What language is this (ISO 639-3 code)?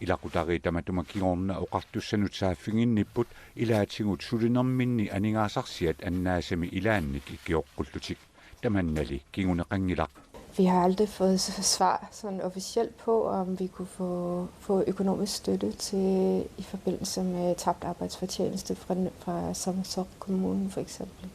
kal